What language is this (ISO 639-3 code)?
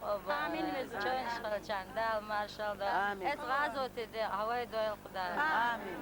che